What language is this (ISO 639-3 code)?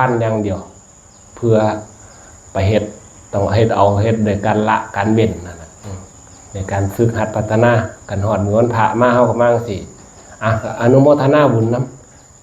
tts